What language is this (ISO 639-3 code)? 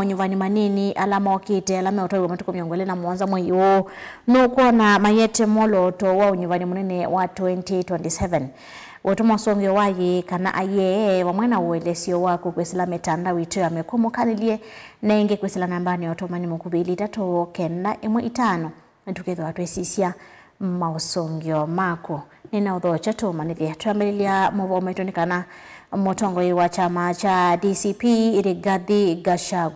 kam